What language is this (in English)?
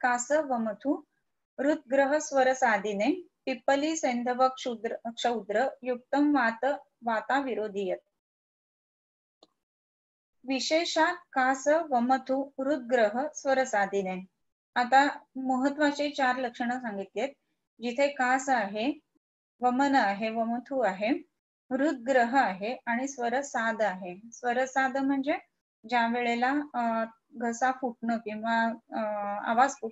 Marathi